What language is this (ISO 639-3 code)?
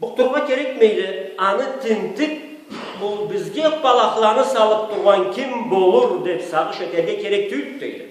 krc